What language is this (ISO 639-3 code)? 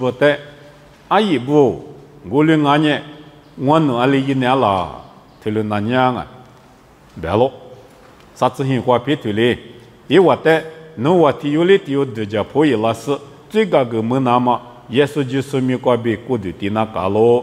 lis